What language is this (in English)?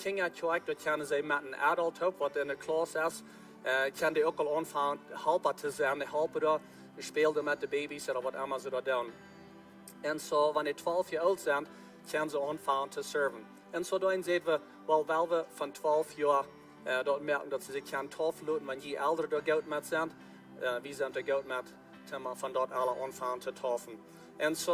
Plautdietsch